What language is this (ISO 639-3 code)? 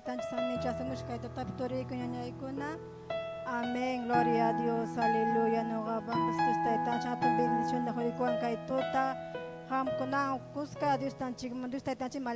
quy